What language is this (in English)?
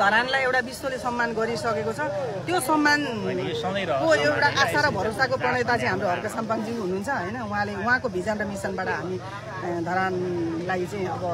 Nepali